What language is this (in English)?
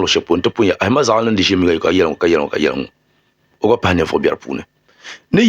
Dagbani